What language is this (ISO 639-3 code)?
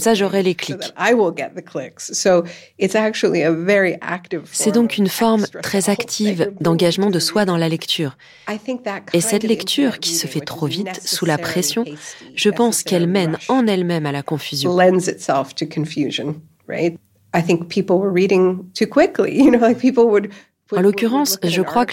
fra